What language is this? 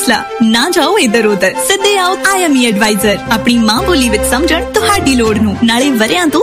Punjabi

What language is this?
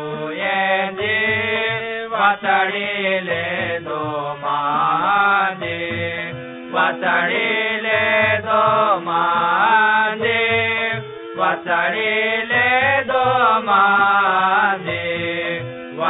Marathi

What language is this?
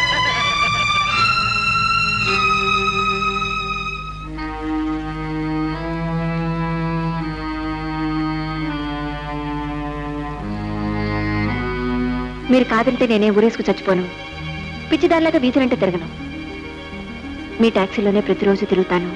Telugu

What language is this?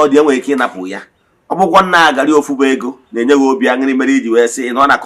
Igbo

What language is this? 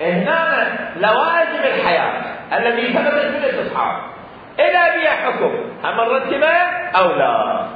Mesopotamian Arabic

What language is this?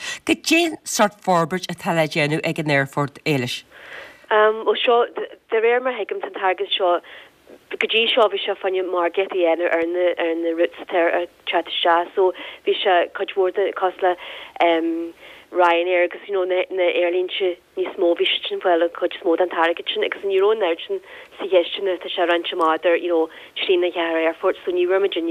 Irish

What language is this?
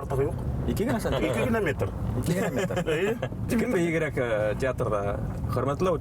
Bashkir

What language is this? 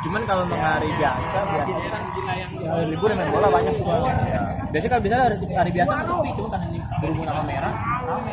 Betawi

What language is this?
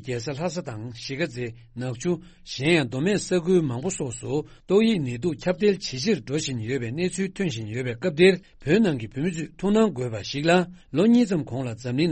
Tibetan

